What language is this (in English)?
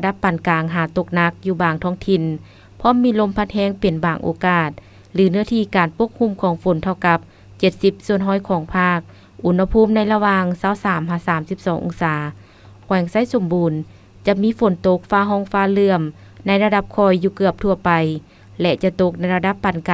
Lao